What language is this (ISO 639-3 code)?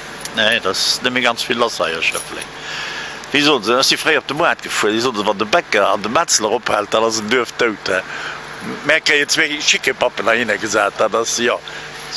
ltz